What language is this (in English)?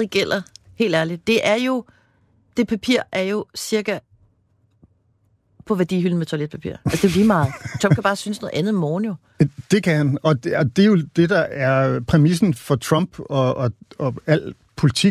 Danish